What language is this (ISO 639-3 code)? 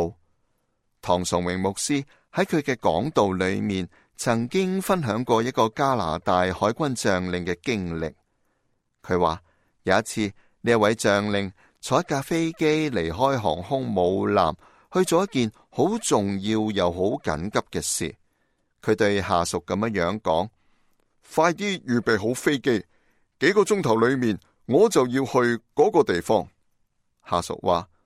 yue